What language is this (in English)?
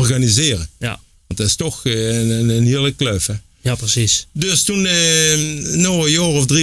Limburgish